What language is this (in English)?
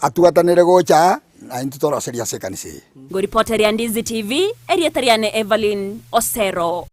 Gusii